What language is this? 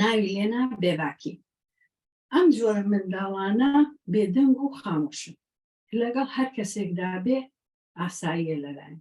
Central Kurdish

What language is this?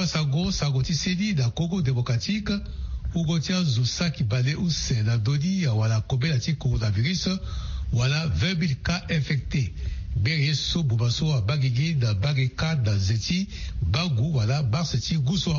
Sango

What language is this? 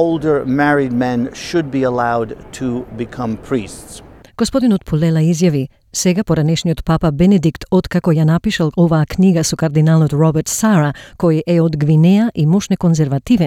Macedonian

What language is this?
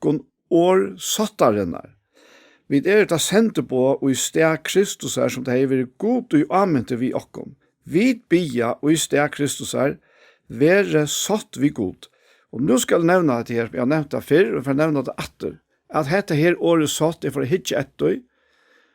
Faroese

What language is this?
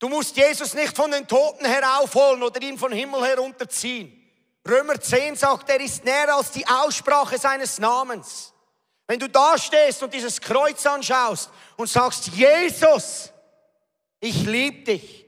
Swiss German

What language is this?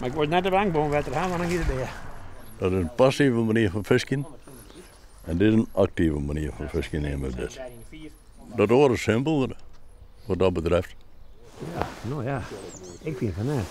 Western Frisian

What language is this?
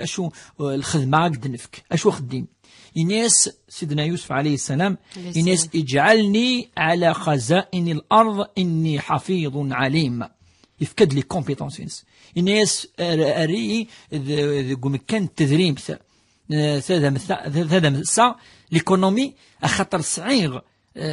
Kabyle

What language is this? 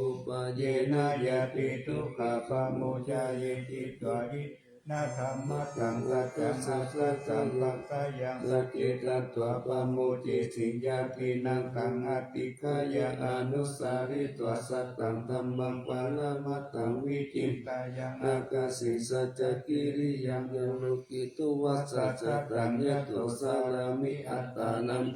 Pali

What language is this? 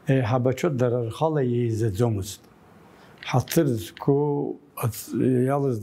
Abkhazian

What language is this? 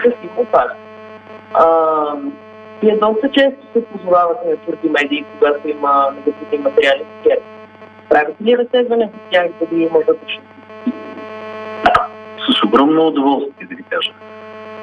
Bulgarian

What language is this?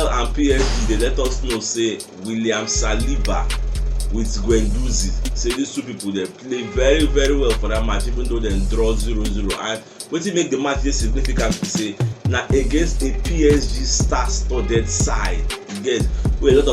Nigerian Pidgin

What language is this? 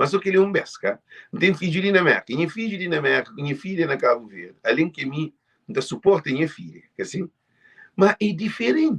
Kabuverdianu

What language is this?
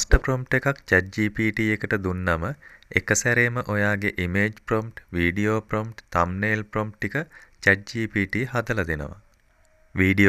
Sinhala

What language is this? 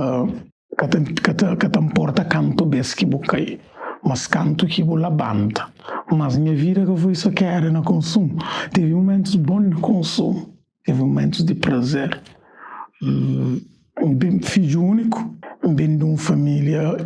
Kabuverdianu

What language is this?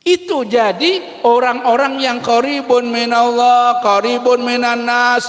Banjar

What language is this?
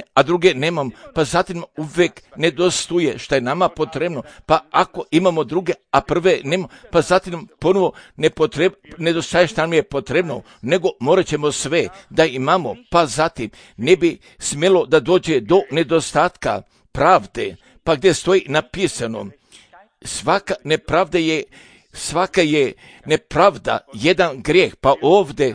Serbian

